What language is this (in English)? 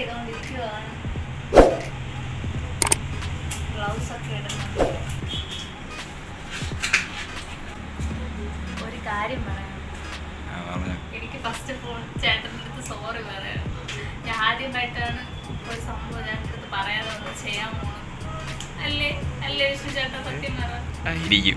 Malayalam